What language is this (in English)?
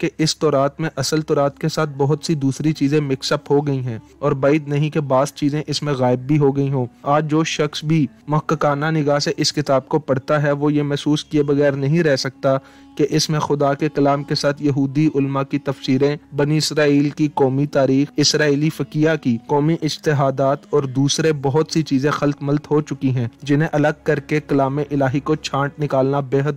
Urdu